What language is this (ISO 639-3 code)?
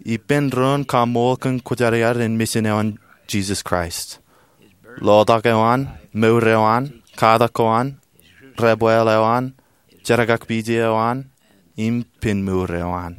mah